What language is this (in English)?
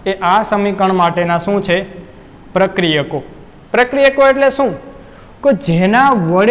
Gujarati